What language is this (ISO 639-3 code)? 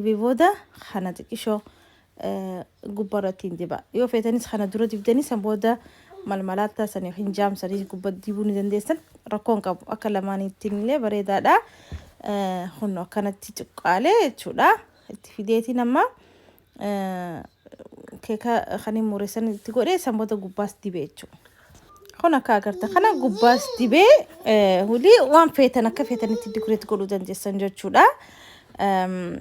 orm